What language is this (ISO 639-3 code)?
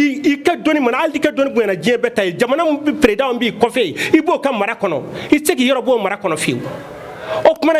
bam